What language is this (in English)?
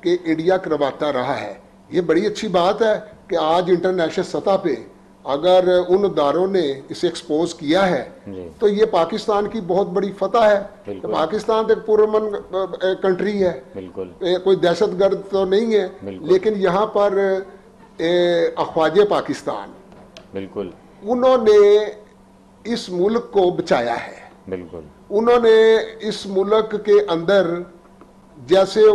Urdu